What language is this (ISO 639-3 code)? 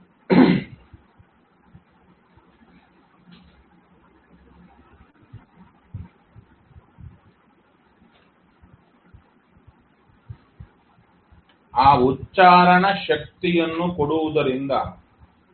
kan